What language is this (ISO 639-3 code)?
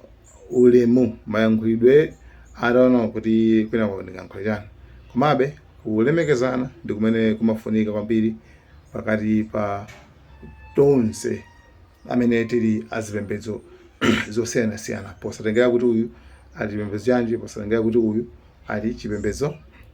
nya